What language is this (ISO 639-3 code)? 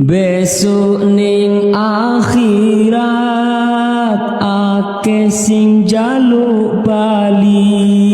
jav